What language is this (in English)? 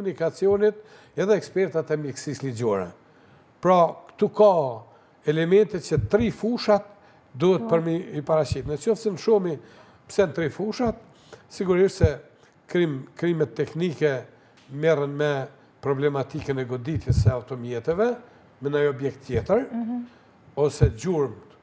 Albanian